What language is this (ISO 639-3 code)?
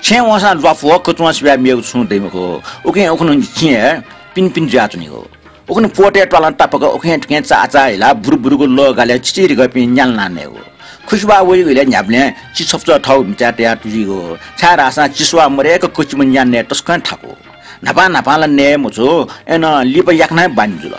new